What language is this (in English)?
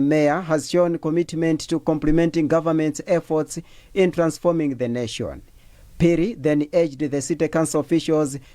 English